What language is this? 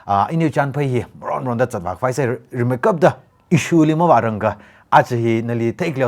Tangkhul Naga (India)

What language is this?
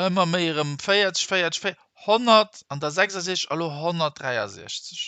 Luxembourgish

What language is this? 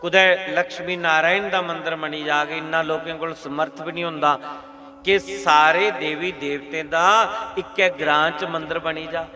Dogri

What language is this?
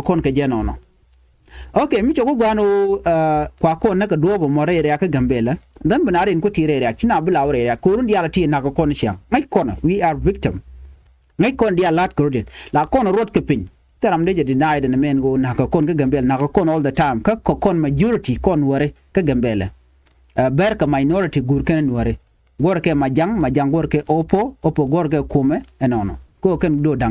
Nuer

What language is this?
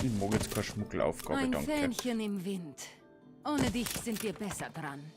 Bavarian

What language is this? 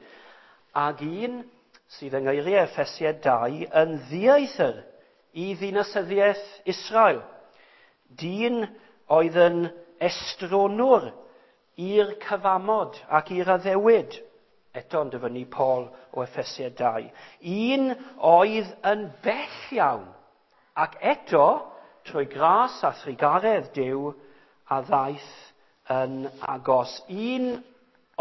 Welsh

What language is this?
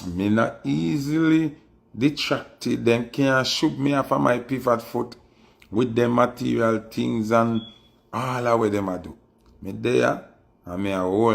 Jamaican Creole English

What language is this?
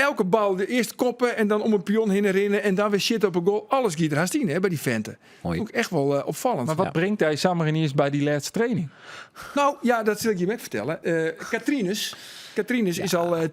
Western Frisian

